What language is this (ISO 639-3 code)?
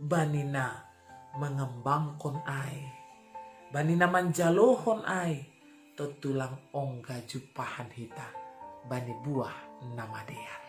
bts